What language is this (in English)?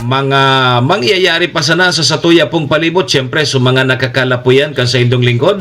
Bikol